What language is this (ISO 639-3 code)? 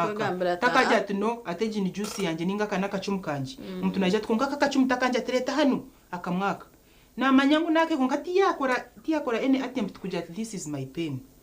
nyn